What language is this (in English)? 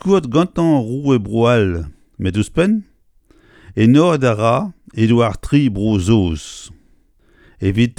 Breton